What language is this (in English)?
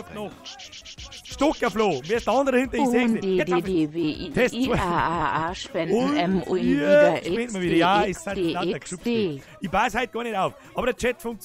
Bavarian